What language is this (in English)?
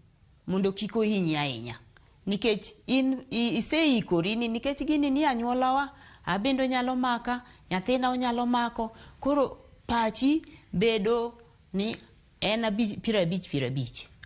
Luo (Kenya and Tanzania)